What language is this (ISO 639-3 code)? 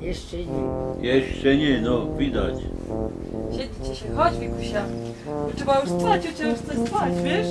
szl